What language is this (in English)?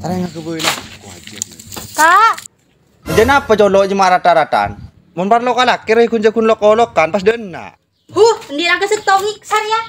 Madurese